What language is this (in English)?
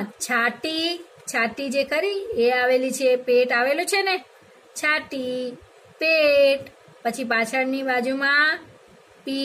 Gujarati